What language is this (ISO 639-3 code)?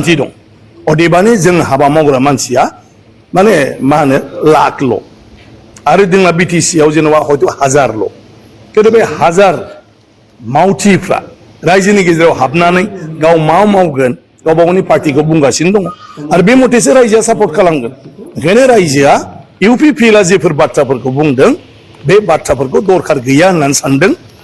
brx